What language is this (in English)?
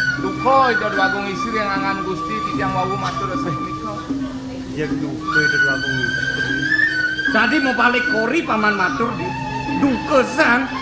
Balinese